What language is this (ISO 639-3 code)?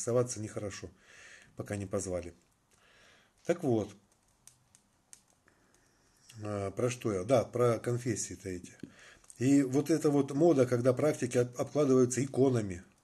rus